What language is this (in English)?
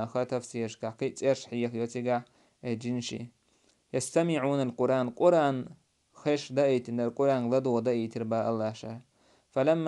Chechen